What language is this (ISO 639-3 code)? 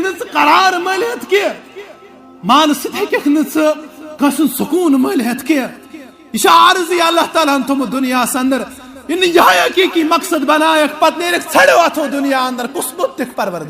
kas